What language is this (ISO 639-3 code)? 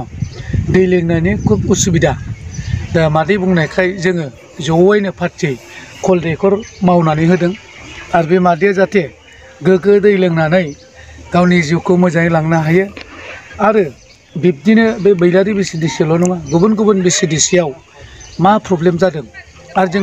brx